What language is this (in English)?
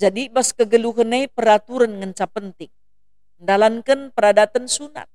Batak Karo